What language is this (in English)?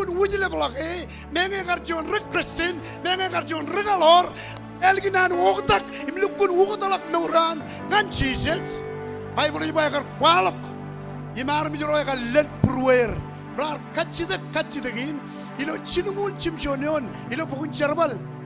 Marshallese